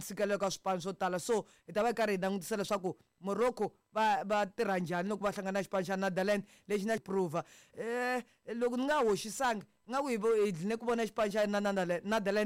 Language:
Tsonga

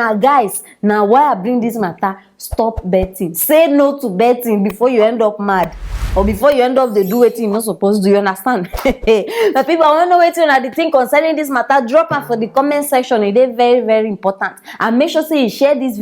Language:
Nigerian Pidgin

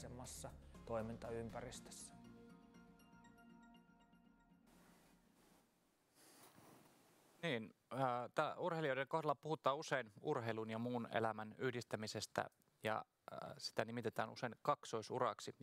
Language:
Finnish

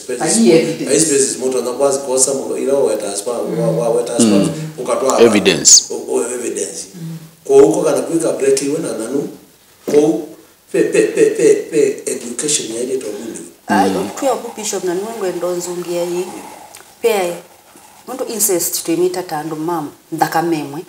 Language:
Kamba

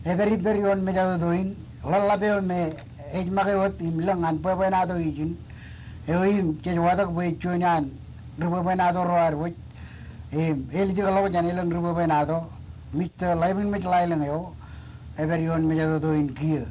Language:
Marshallese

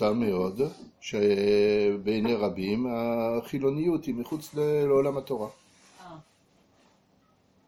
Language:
Hebrew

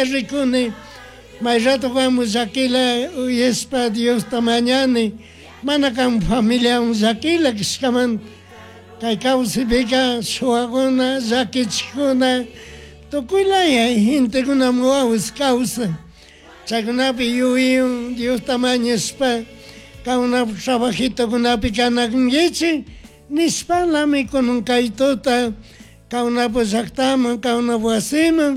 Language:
Chimborazo Highland Quichua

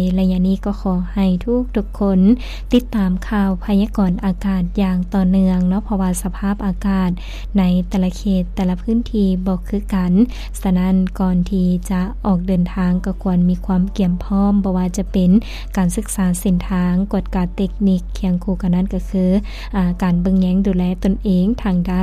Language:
Lao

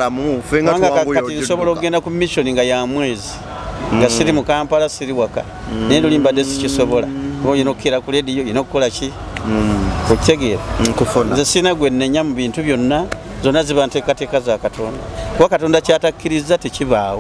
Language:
Ganda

